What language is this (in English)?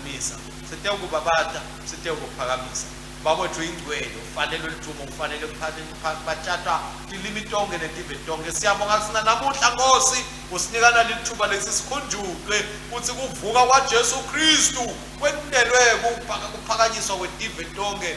Swati